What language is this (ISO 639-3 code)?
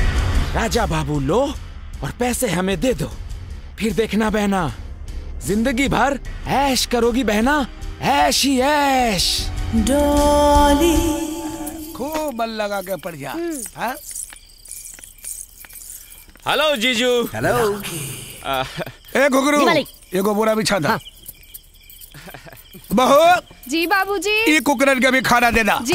bho